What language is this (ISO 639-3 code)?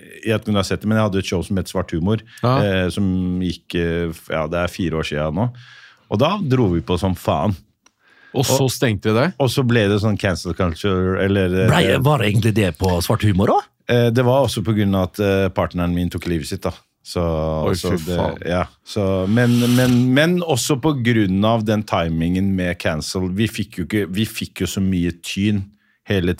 nor